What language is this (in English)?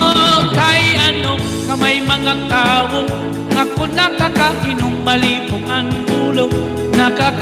Waray